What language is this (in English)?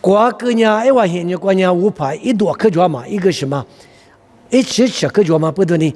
Lisu